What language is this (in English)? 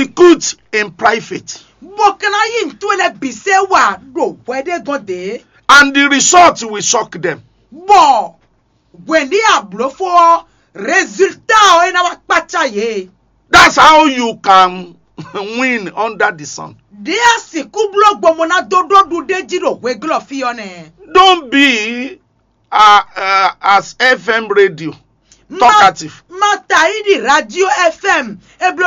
Fon